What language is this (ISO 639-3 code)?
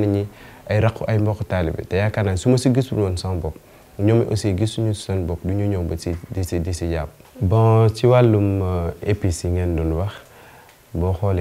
wol